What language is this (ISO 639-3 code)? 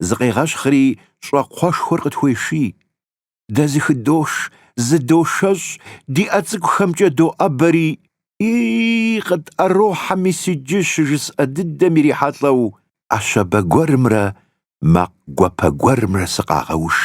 kbd